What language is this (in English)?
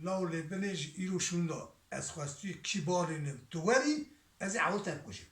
Kurdish